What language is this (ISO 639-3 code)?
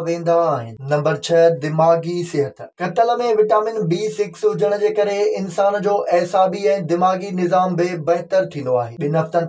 snd